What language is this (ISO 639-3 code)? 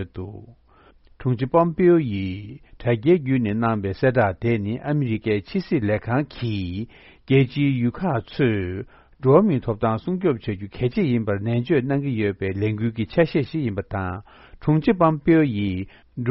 bod